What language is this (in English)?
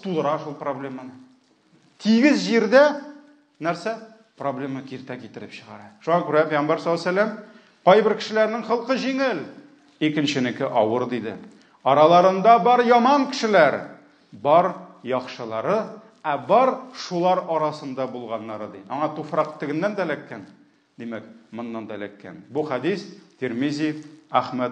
Tatar